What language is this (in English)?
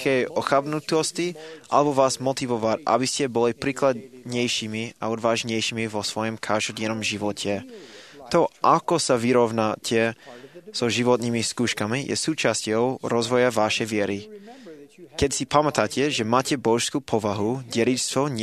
Slovak